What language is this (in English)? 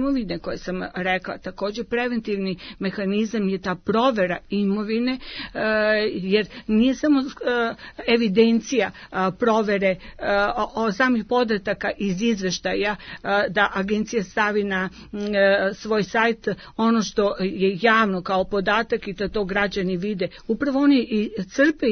Serbian